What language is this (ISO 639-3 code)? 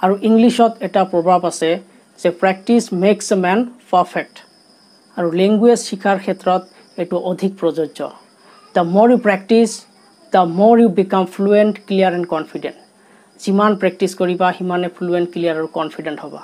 asm